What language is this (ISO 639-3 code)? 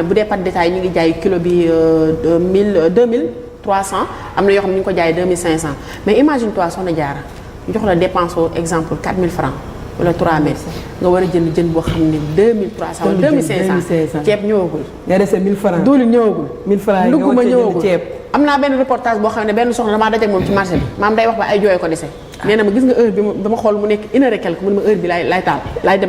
wol